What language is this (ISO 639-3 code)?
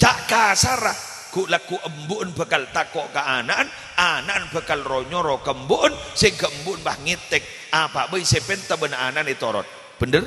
mad